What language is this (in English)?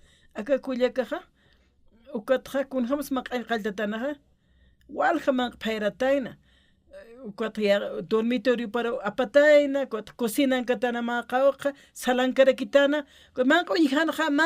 Aymara